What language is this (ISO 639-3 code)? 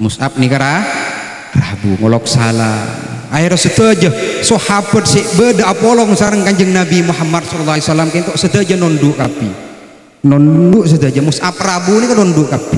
mad